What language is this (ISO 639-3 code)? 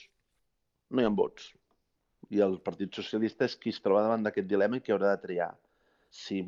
cat